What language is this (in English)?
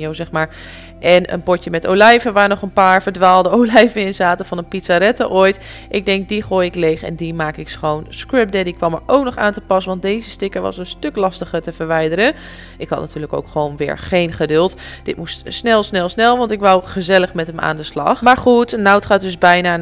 Dutch